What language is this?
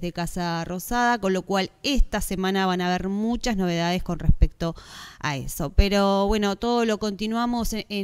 Spanish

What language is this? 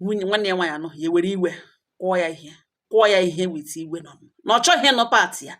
Igbo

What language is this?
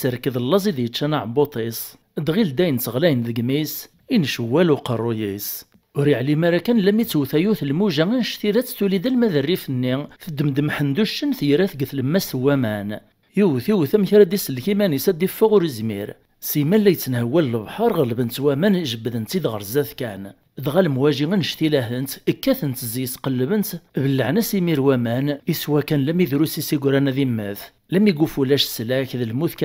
Kabyle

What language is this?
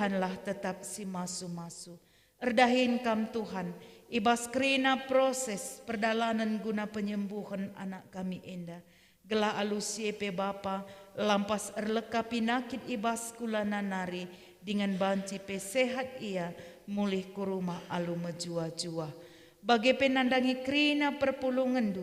Batak Karo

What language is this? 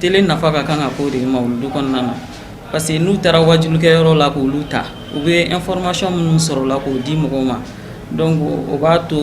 Bambara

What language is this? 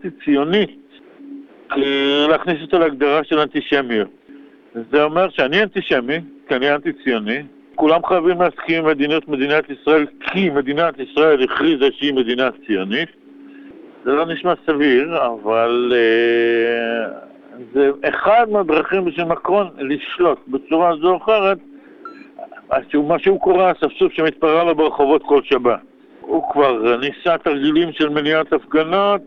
Hebrew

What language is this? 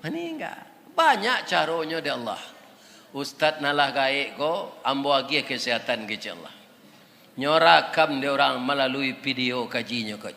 Minangkabau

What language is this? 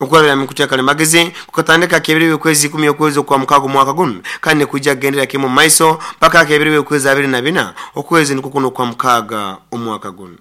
Nyoro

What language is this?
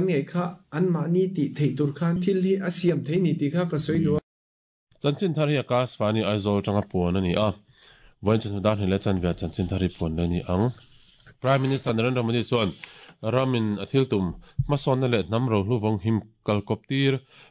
Mizo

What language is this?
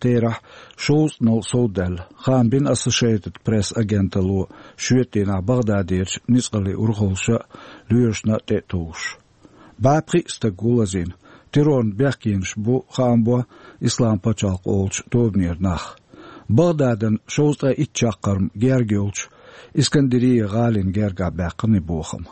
Chechen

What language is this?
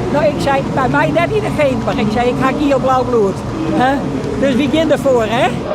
Western Frisian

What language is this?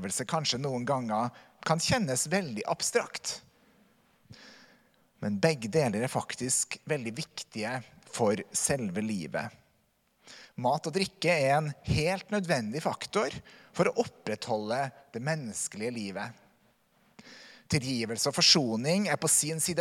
Norwegian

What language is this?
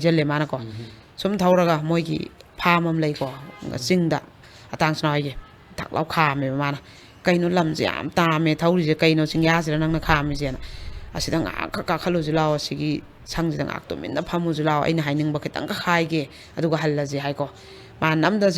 Manipuri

